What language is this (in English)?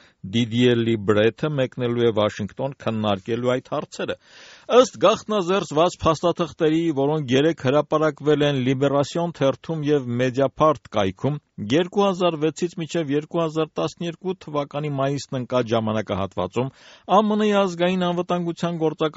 Armenian